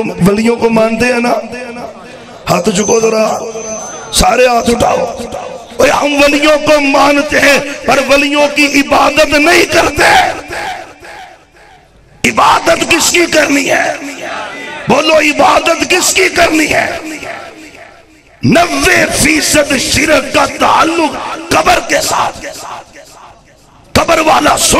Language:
Urdu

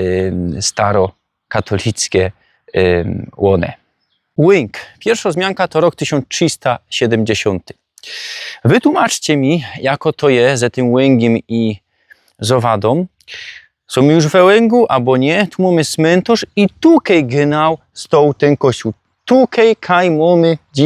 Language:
Silesian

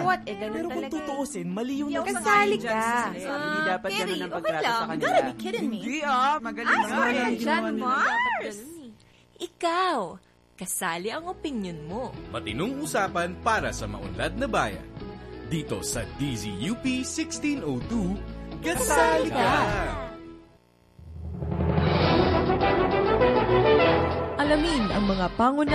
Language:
Filipino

